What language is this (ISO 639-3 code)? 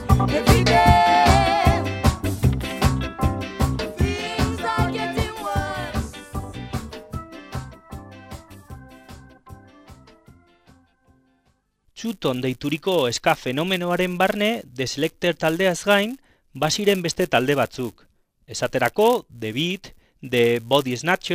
eus